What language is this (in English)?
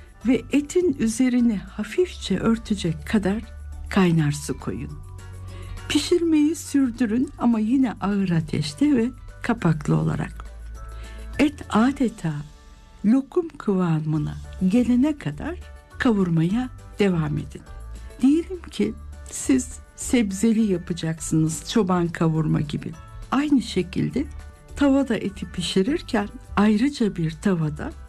Turkish